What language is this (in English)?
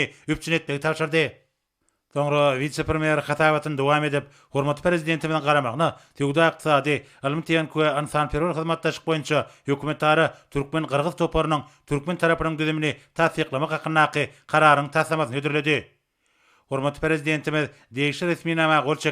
Turkmen